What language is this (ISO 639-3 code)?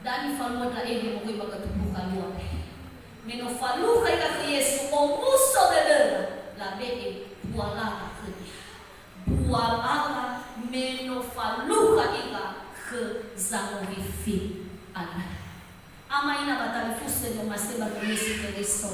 nia